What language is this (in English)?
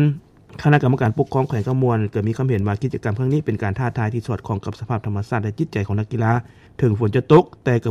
Lao